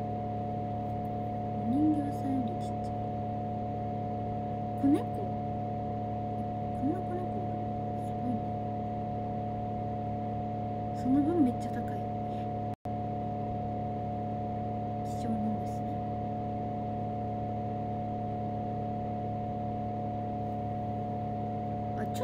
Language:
Japanese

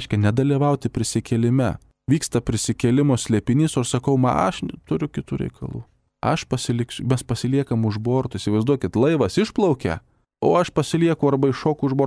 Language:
Lithuanian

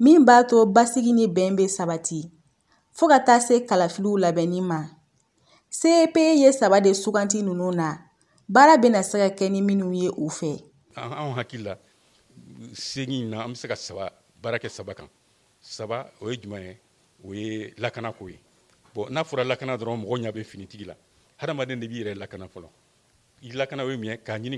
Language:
Bambara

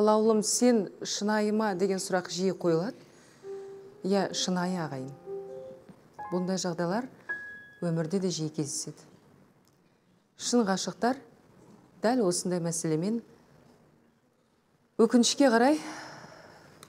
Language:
Kazakh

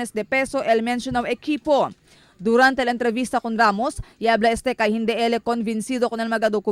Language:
Chavacano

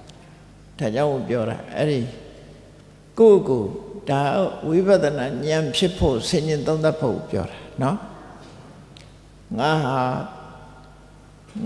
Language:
Burmese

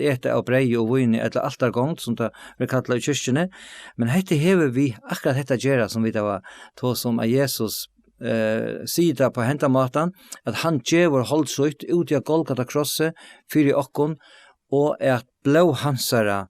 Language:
Faroese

